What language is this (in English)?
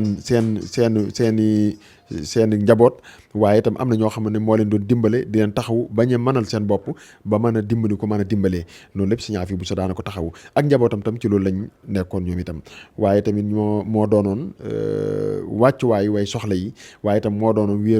Wolof